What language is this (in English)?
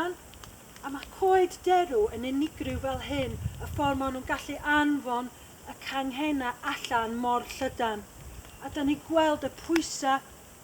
Welsh